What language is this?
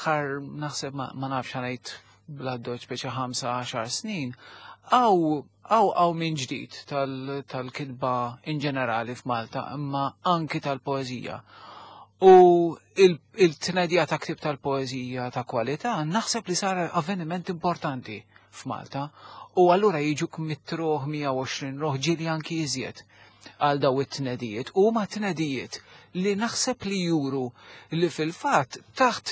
Maltese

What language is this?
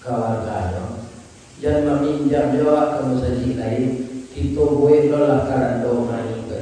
Minangkabau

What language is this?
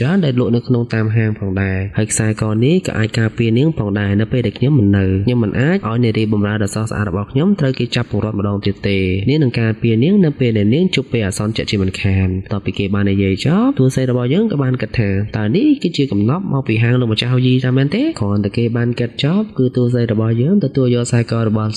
Khmer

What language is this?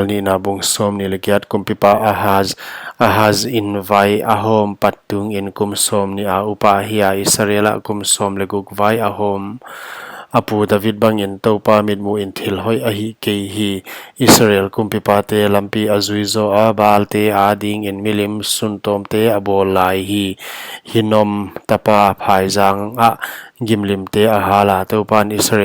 Paite Chin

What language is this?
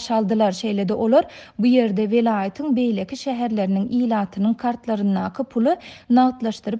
Turkmen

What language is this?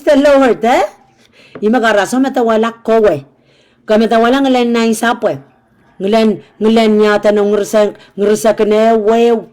Pohnpeian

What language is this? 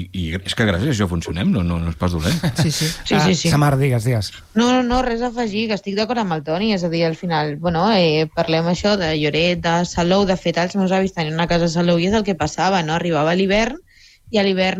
Catalan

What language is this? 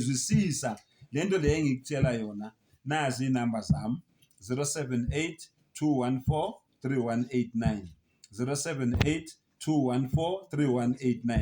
Zulu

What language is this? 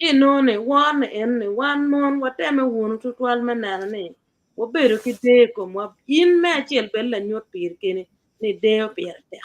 Acoli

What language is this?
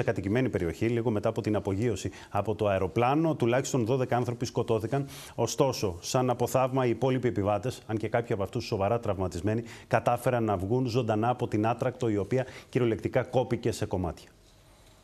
Greek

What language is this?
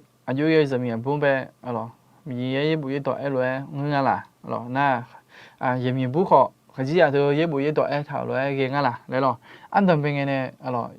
Akha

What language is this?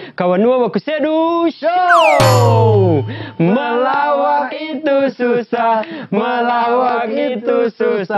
Manado Malay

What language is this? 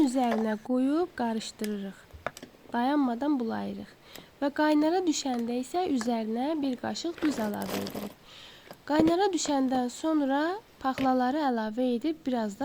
Azerbaijani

